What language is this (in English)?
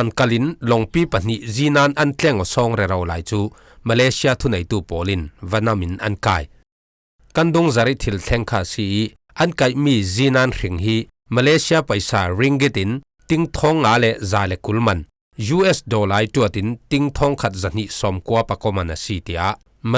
Falam Chin